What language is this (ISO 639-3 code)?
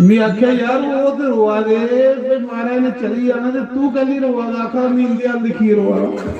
doi